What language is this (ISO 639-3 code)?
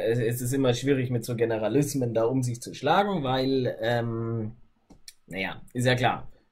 deu